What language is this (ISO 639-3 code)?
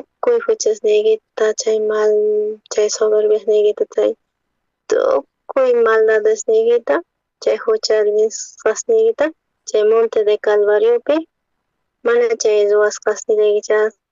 quh